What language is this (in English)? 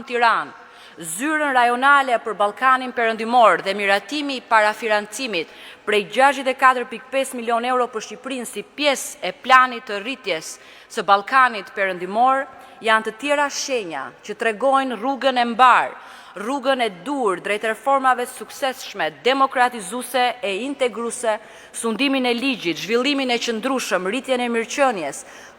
Albanian